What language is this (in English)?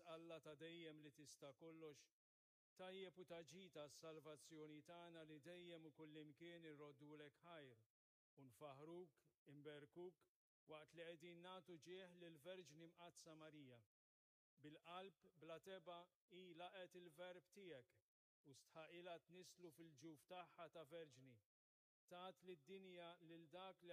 Maltese